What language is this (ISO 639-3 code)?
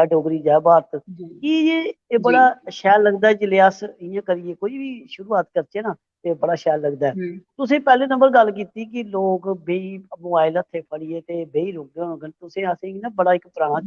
doi